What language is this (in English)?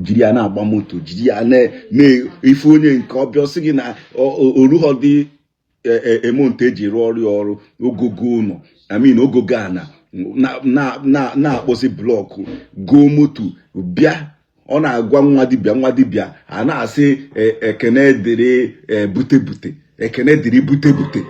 Igbo